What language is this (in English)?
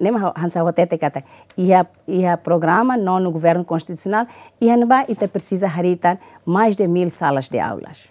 Tetum